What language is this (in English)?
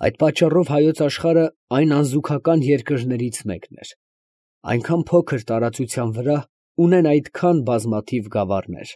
Armenian